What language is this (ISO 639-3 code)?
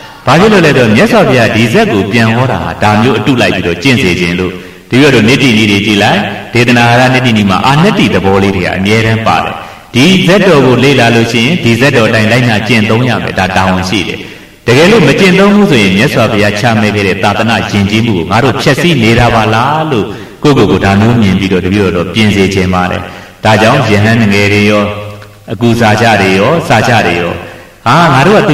mya